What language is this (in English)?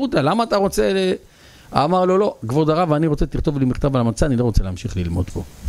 Hebrew